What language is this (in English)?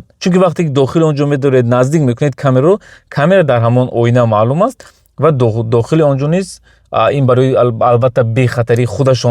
Tajik